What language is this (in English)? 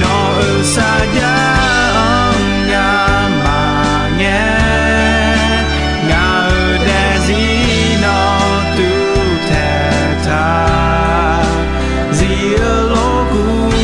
Akha